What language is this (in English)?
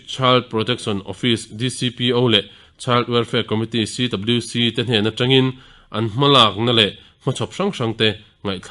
Mizo